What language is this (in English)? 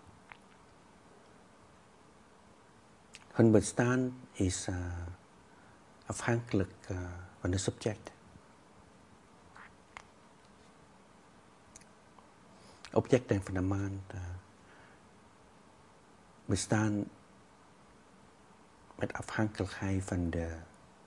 Dutch